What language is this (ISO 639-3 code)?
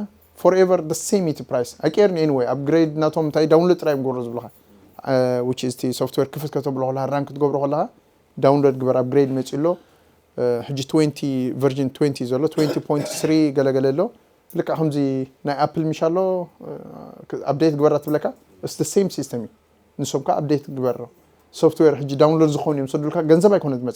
tir